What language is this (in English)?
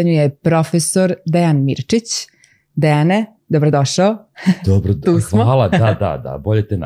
Serbian